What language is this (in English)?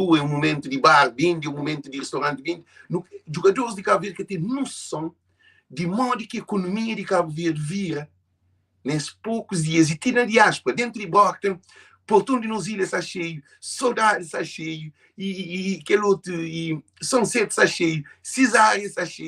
Kabuverdianu